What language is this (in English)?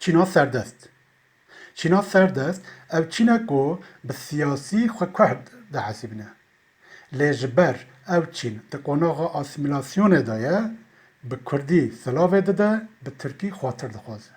Kurdish